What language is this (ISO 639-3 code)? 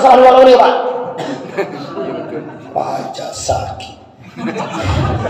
min